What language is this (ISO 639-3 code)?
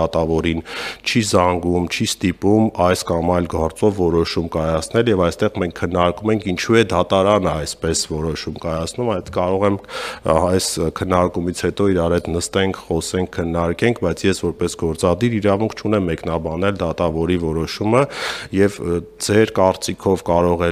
hye